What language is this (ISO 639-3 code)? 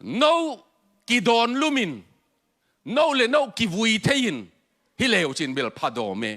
ctd